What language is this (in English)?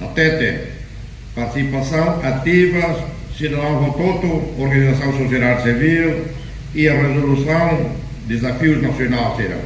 Tetum